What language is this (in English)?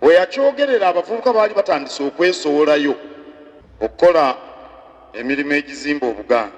Ganda